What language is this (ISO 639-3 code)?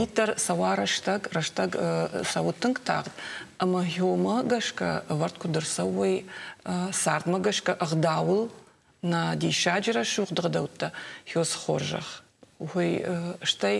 oss